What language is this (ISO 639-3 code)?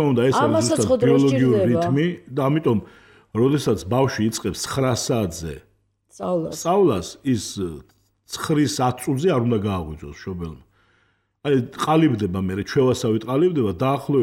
kat